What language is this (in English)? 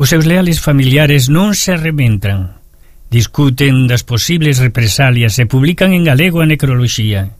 Galician